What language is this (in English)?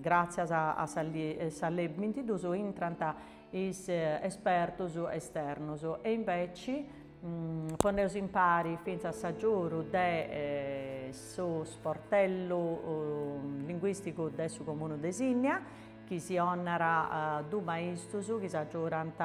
Sardinian